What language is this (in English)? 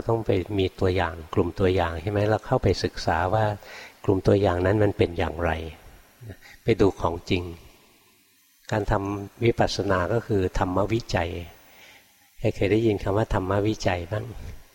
Thai